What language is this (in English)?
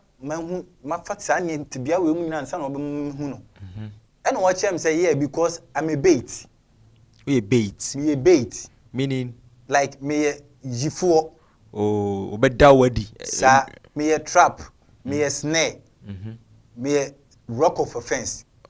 Akan